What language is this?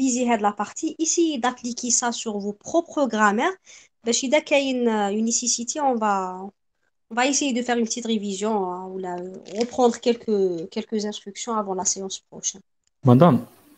French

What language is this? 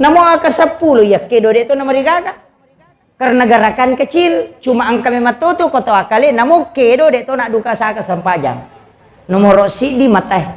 Buginese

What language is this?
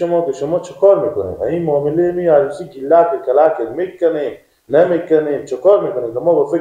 Persian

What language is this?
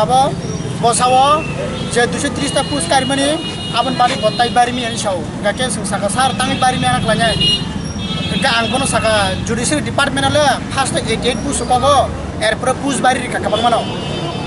Kok Borok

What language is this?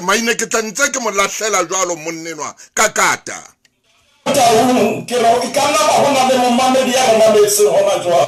Southern Sotho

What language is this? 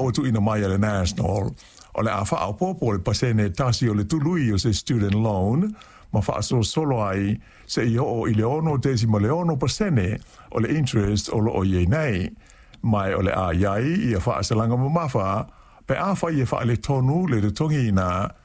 Samoan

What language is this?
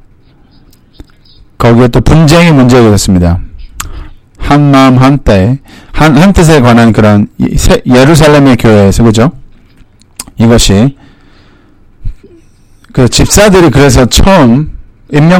Korean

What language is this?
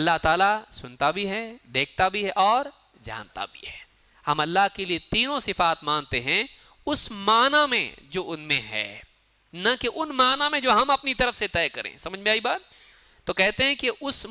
Urdu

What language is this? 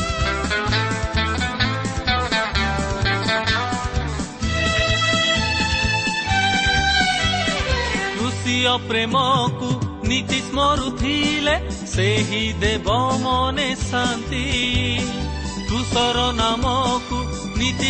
Odia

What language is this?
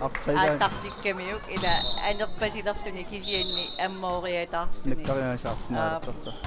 Kalaallisut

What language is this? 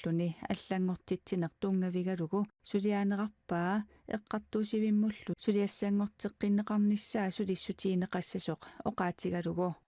Kalaallisut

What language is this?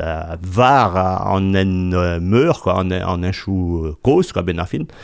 Breton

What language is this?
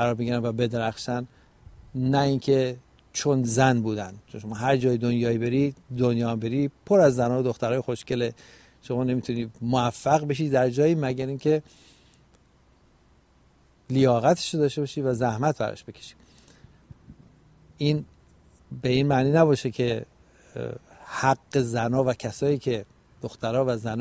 Persian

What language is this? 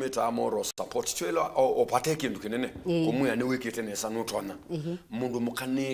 Kamba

